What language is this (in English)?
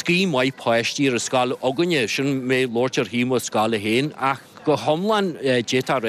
Irish